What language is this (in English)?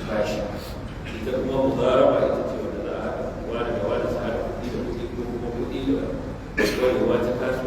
Hausa